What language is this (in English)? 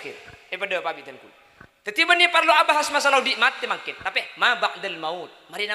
Madurese